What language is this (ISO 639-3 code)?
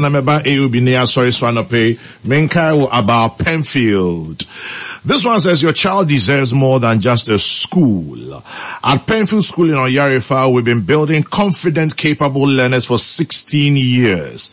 aka